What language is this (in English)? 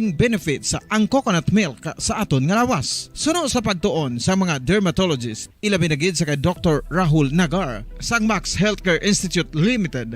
Hiligaynon